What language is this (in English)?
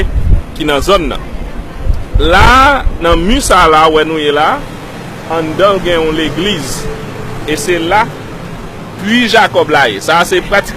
Haitian Creole